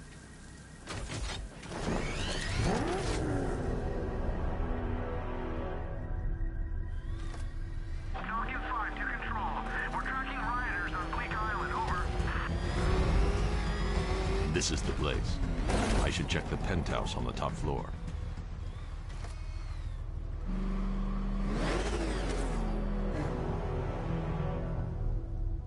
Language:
English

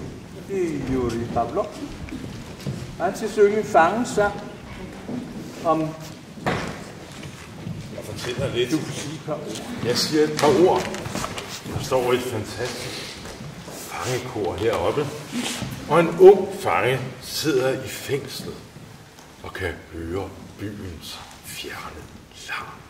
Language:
Danish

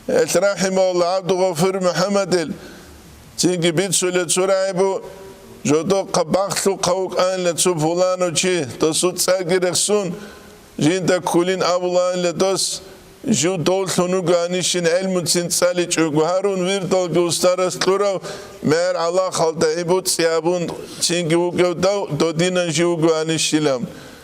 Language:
Avaric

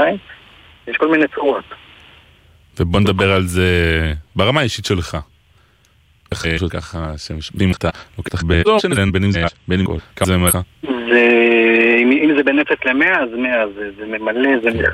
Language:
Hebrew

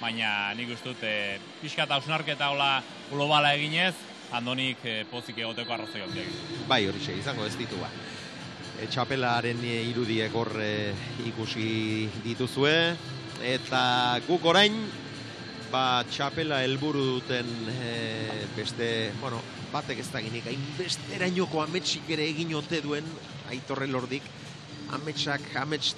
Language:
Basque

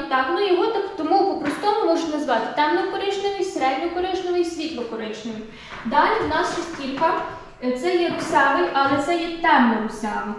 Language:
Ukrainian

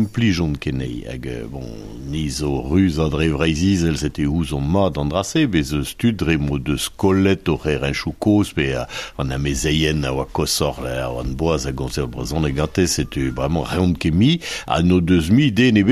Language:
Breton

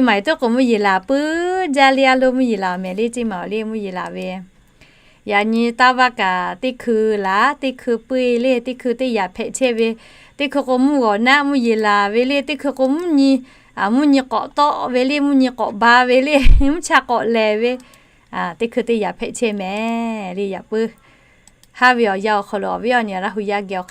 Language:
Lahu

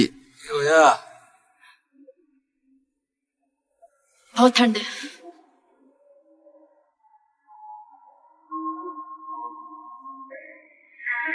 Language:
Chinese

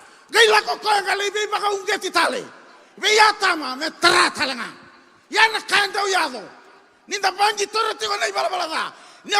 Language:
Fijian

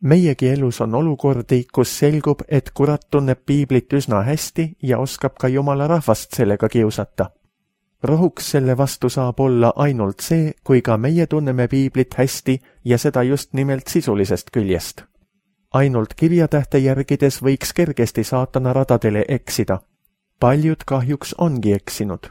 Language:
Estonian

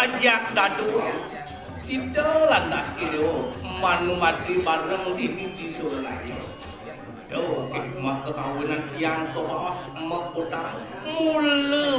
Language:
Balinese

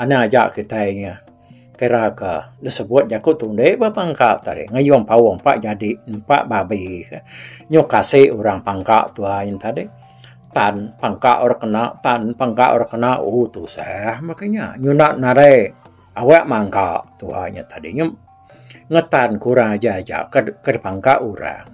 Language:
Iban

